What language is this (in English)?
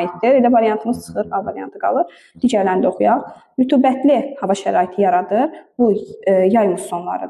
Azerbaijani